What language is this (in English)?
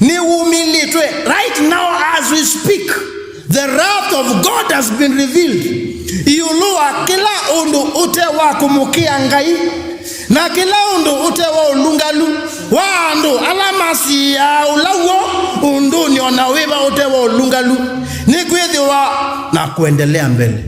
Kamba